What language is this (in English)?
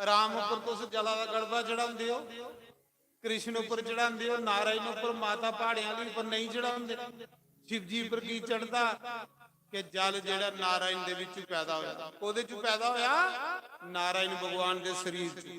Dogri